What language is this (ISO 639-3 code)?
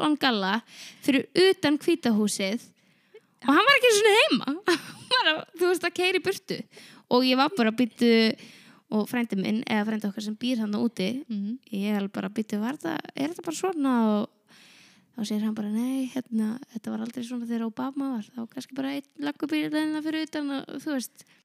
isl